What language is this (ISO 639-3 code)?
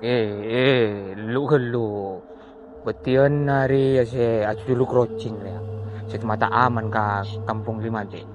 mad